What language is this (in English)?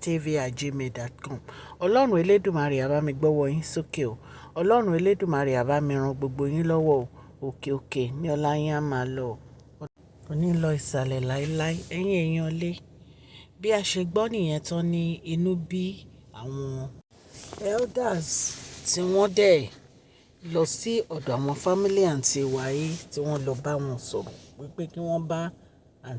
Yoruba